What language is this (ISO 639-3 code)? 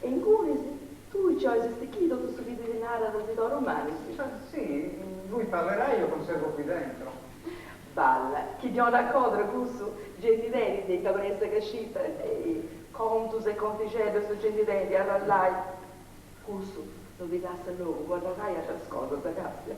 srd